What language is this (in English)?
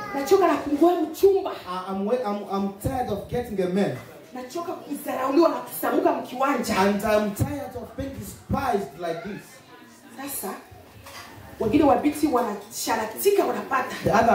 Swahili